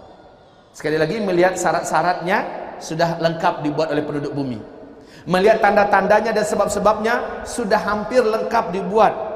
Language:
Indonesian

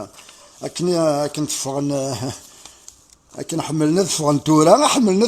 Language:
Kabyle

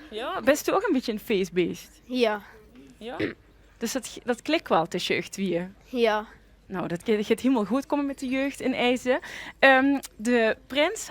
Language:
Limburgish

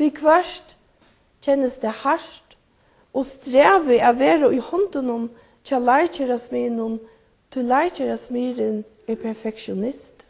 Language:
Faroese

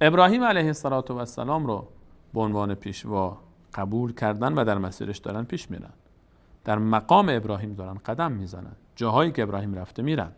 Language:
Persian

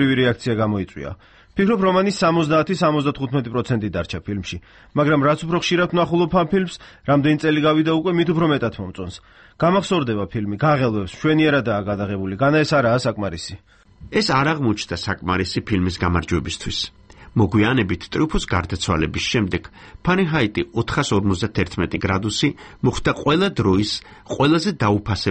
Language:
Georgian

